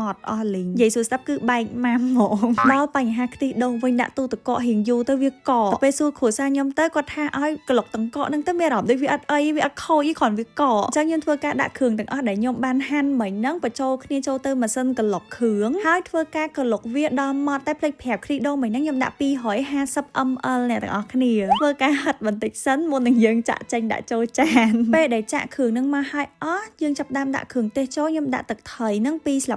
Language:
Khmer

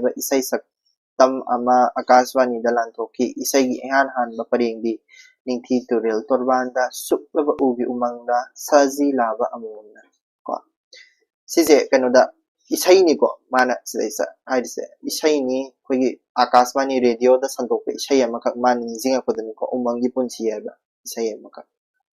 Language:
Manipuri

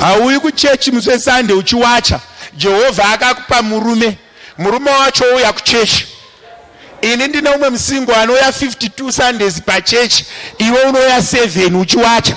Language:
Shona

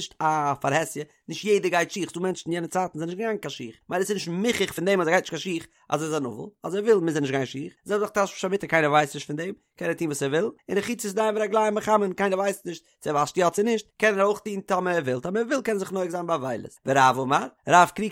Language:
Yiddish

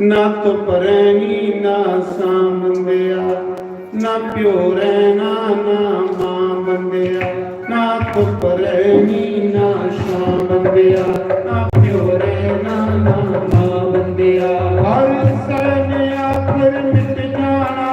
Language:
Dogri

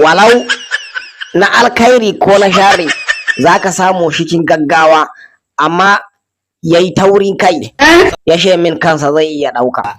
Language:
Hausa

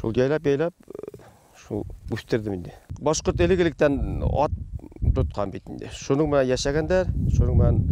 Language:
Bashkir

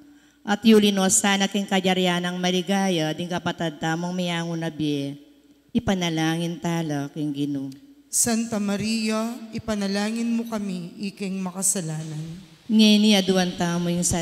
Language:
Pampanga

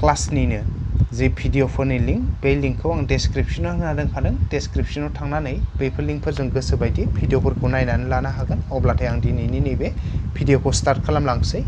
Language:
Bodo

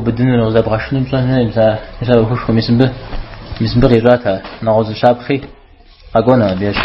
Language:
Kabardian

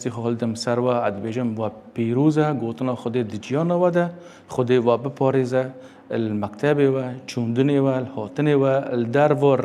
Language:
Kurdish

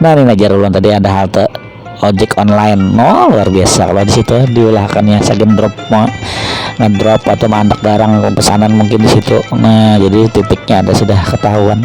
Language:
Banjar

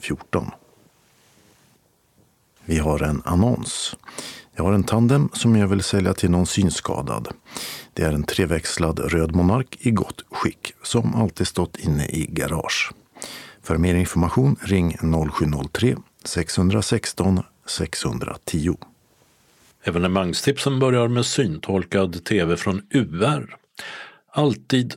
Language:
Swedish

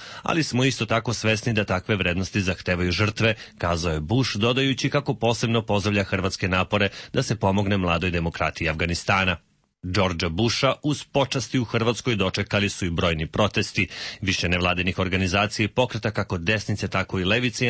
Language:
Serbian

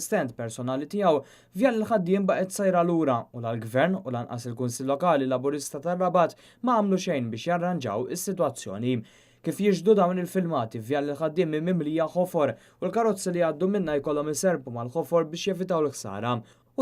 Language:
Maltese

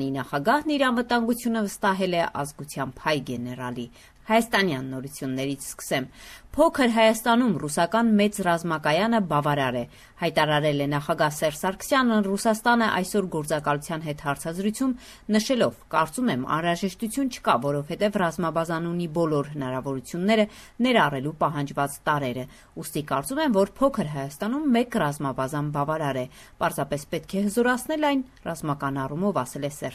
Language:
Armenian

